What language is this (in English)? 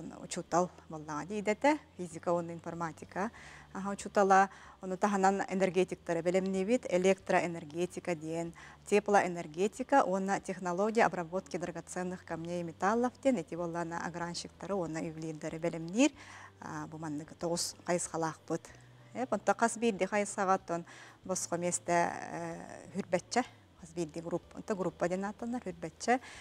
Yakut